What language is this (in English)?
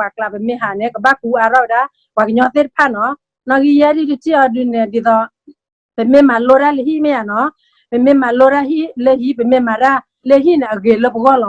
S'gaw Karen